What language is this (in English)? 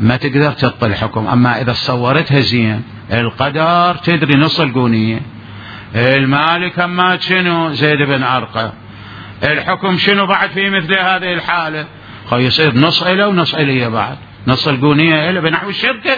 Mesopotamian Arabic